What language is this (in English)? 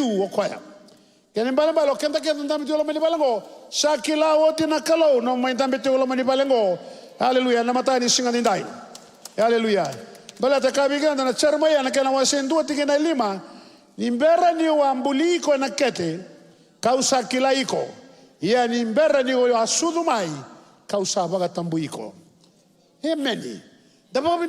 Fijian